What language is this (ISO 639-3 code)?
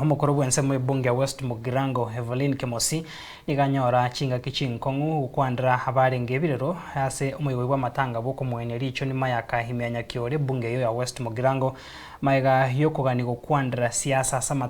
guz